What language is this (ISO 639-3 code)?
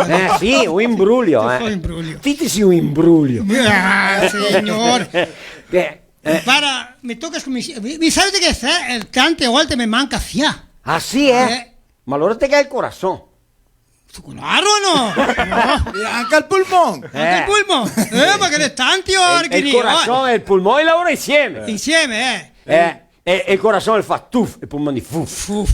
vec